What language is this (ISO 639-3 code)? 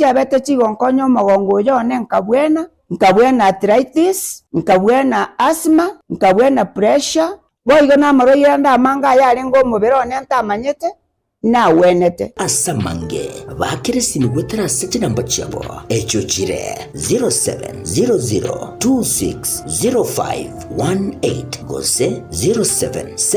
guz